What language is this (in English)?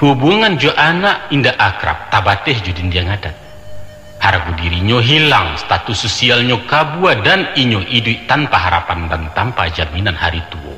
Minangkabau